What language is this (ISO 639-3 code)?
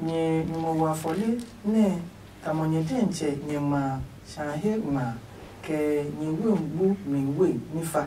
ada